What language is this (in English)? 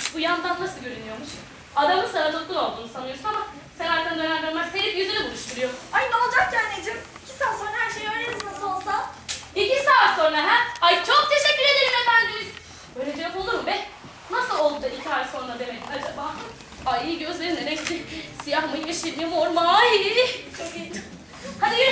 Turkish